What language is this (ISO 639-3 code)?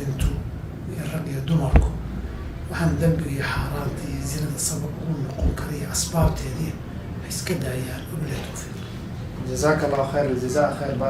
som